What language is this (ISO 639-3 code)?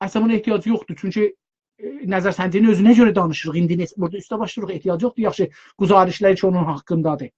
azb